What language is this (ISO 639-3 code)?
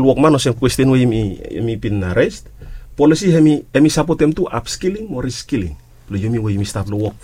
bis